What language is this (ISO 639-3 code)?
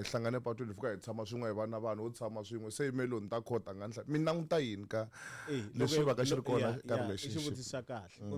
tso